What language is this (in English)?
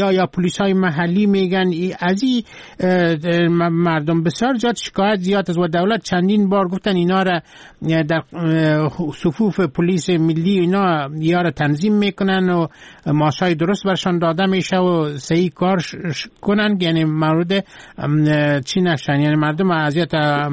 Persian